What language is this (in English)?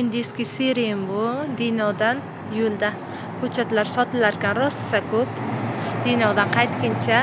Uzbek